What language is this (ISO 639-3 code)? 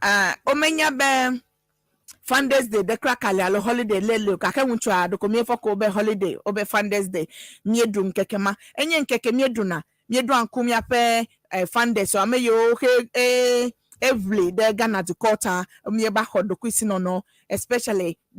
ewe